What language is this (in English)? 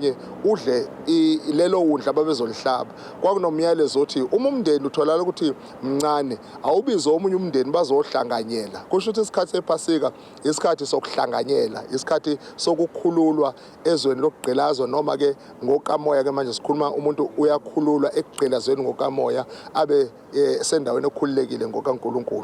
Zulu